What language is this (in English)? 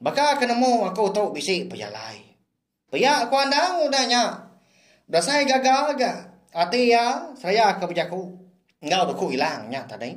Iban